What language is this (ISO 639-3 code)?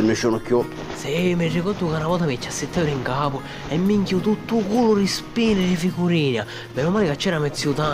scn